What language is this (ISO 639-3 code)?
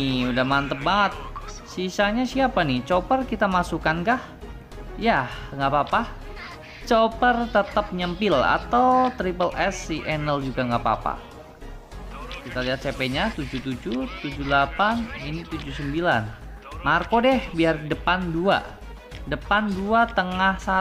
ind